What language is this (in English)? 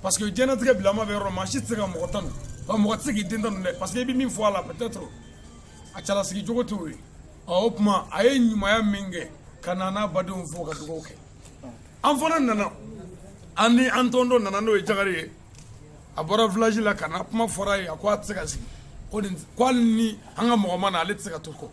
Bambara